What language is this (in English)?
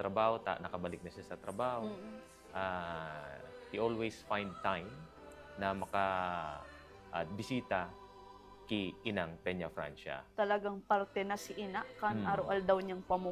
Bikol